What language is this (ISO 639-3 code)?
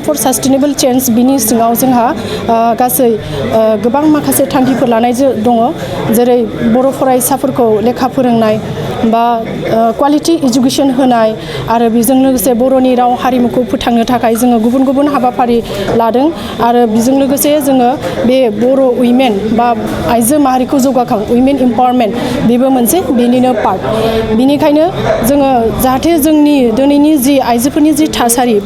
brx